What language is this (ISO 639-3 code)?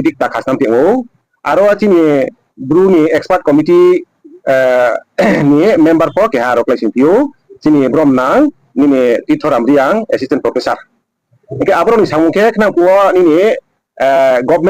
ria